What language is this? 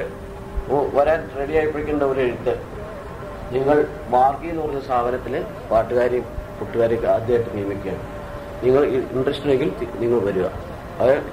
Malayalam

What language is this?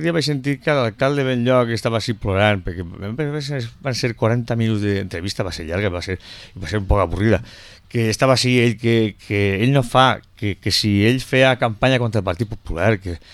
Catalan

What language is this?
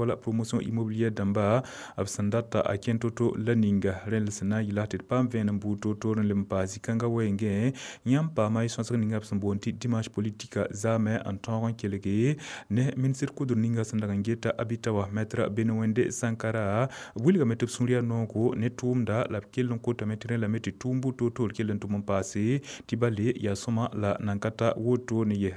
Mossi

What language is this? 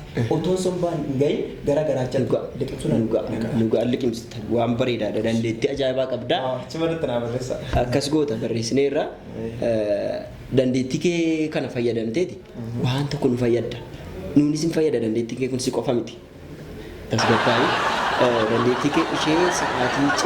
Oromo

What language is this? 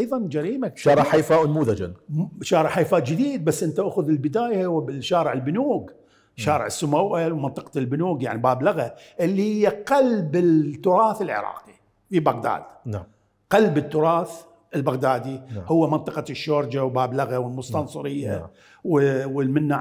Mesopotamian Arabic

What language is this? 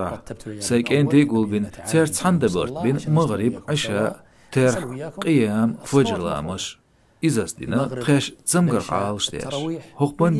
Chechen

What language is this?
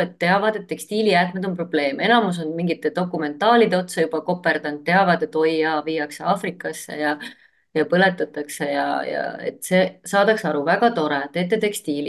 Estonian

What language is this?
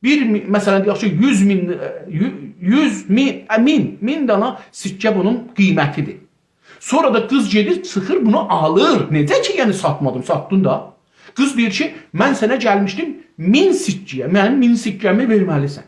South Azerbaijani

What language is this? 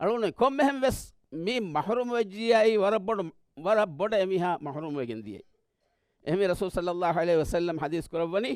Divehi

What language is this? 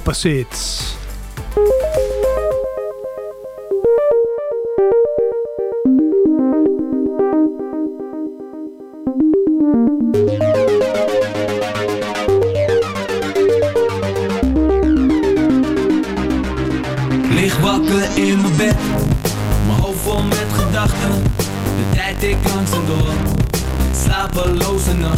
Dutch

